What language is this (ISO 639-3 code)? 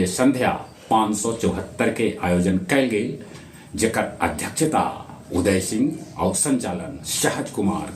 mag